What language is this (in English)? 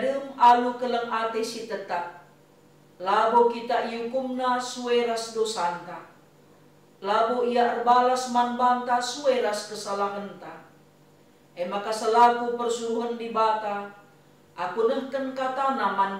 Batak Karo